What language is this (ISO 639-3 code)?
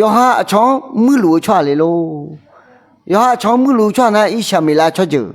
ahk